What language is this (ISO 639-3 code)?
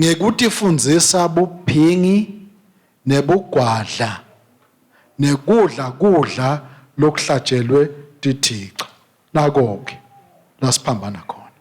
ssw